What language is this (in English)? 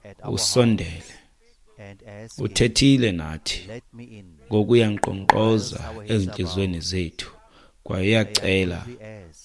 Xhosa